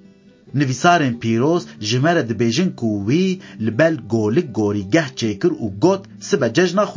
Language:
Kurdish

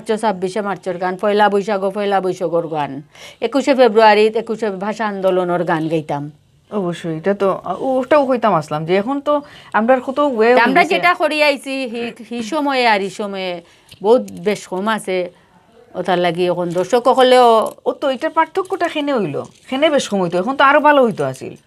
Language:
Sylheti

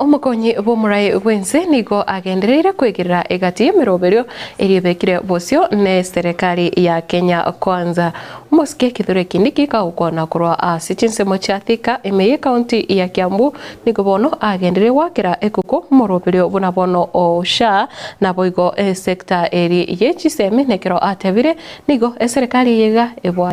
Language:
Gusii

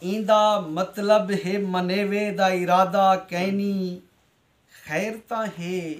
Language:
Saraiki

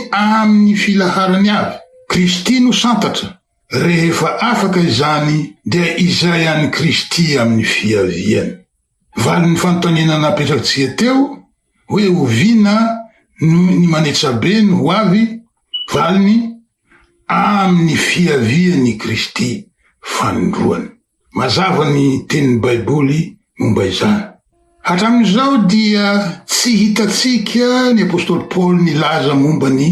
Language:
Malagasy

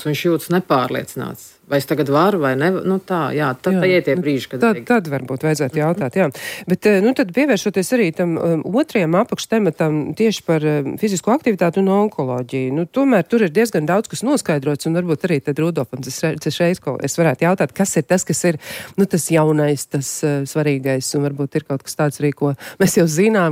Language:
Latvian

